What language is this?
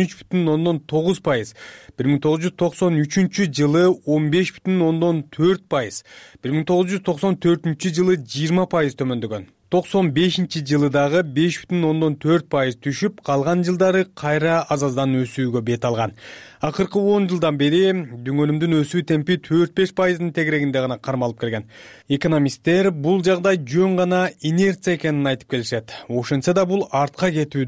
Kyrgyz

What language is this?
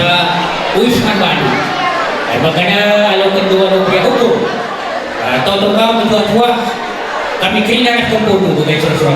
Batak Karo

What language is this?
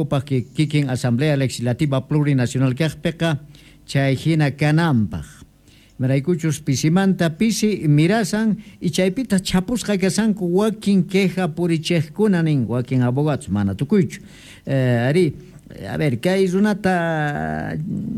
Quechua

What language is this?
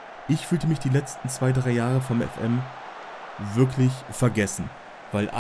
German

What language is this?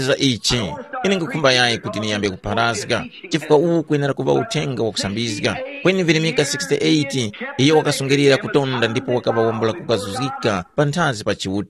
Tumbuka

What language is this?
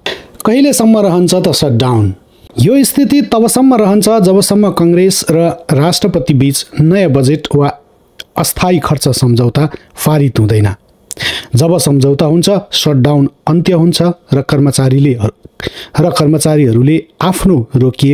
Nepali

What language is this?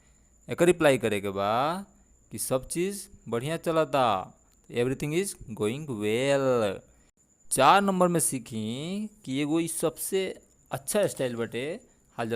Bhojpuri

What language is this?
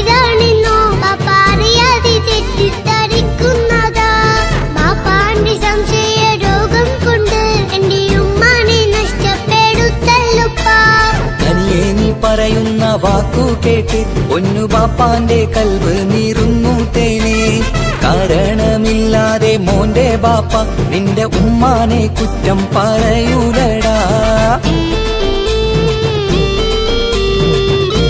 Malayalam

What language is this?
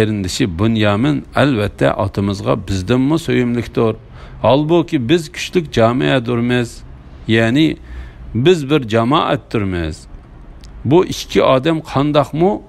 Uyghur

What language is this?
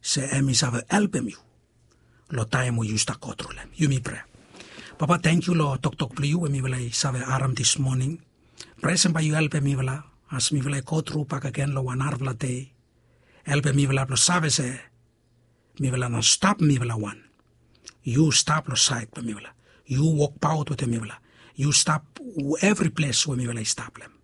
Bislama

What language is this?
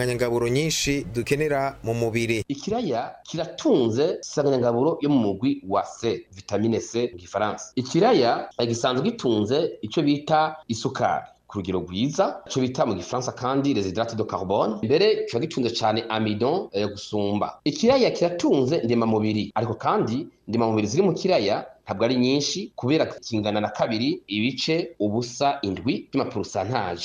Rundi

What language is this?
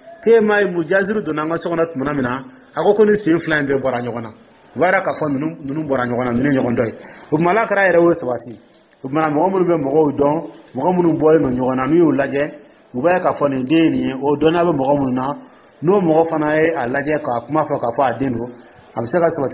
Dyula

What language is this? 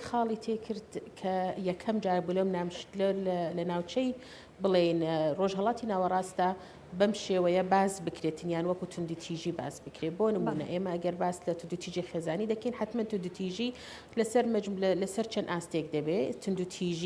Central Kurdish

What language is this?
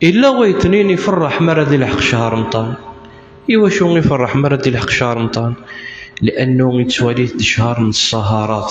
Kabyle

